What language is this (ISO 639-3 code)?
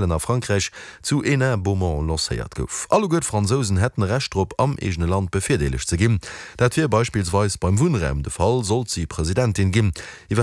ltz